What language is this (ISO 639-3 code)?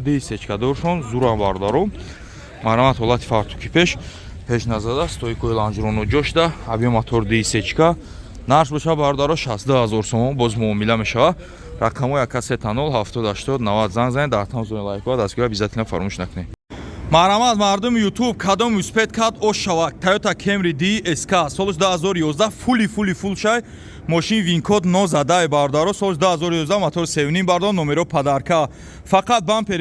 tgk